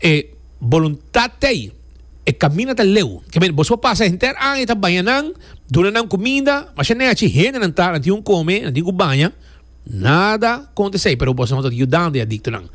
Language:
Papiamento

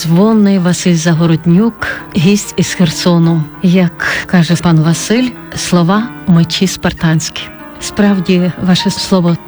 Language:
Ukrainian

